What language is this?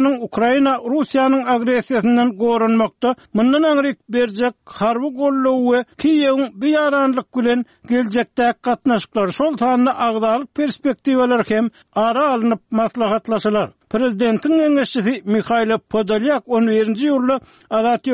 Turkmen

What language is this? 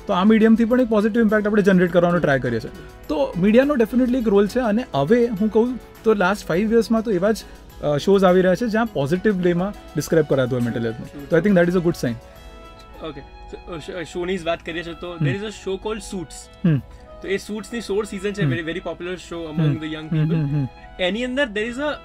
Gujarati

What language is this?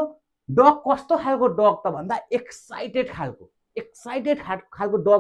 Nepali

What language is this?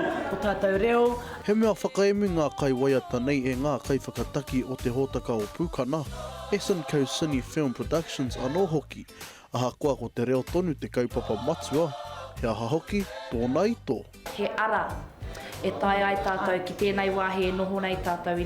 Māori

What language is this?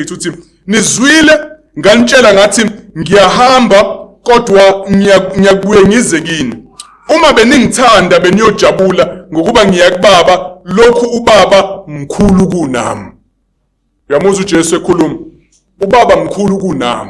Zulu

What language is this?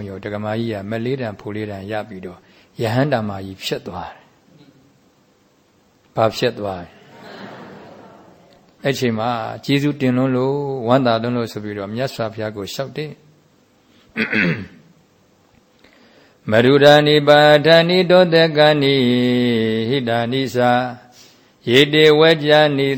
Burmese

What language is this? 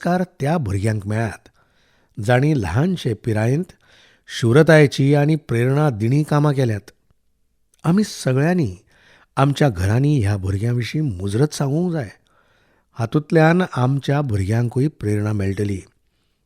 Konkani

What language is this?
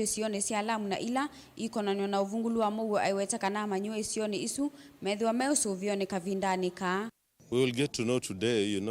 Kamba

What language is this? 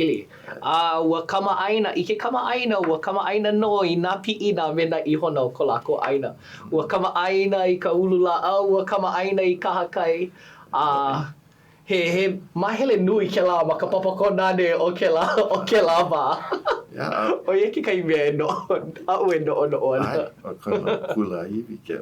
Hawaiian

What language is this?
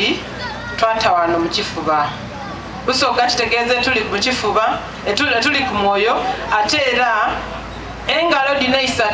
Soga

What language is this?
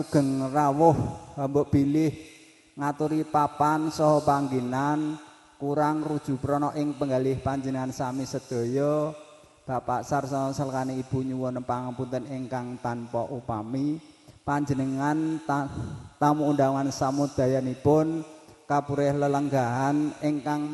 Javanese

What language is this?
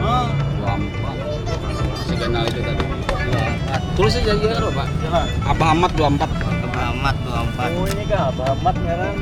Banjar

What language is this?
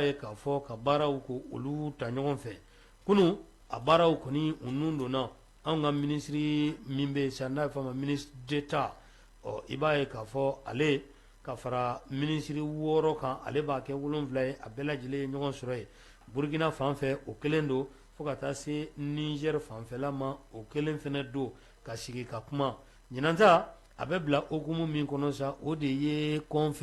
Bambara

